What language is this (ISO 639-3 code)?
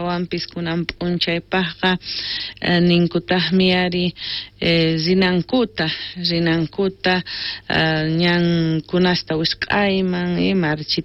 quh